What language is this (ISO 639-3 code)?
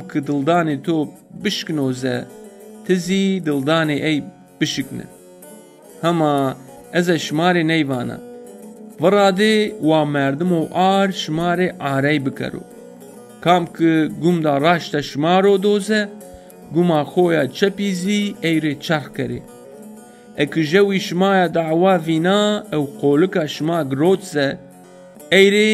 zza